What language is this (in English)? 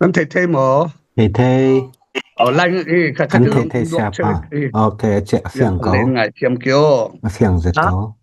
Falam Chin